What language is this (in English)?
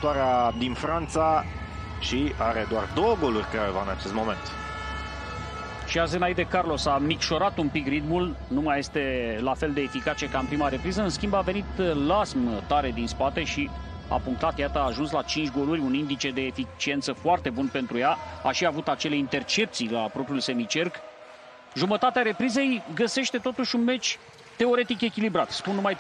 Romanian